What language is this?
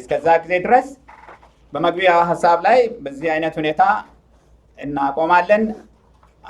Amharic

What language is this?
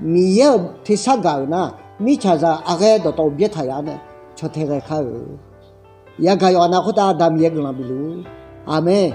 Akha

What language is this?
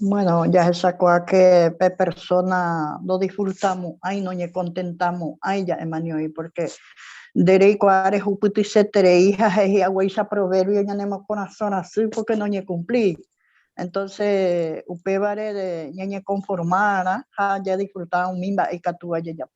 Guarani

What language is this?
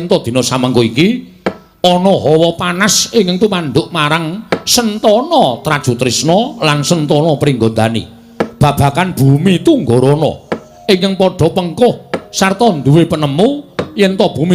Javanese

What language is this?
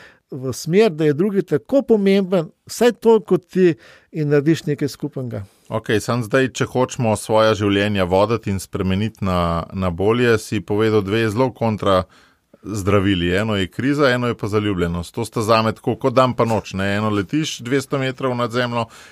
Slovenian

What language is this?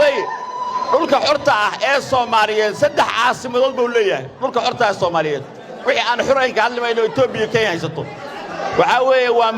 Somali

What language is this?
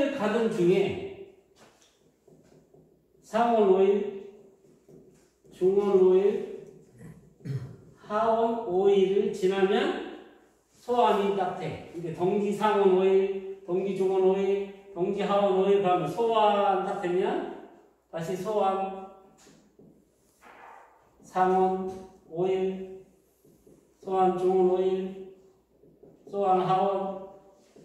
Korean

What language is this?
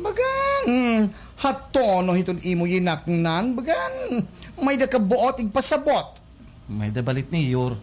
Waray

